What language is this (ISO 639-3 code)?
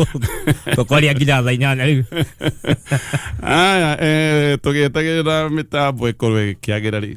kik